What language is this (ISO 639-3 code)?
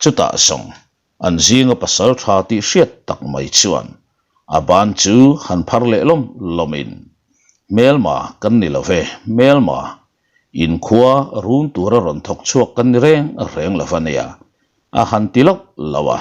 lus